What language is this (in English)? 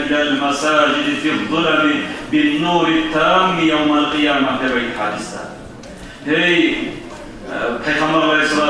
Kumyk